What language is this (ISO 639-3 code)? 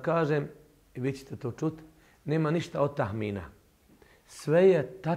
bos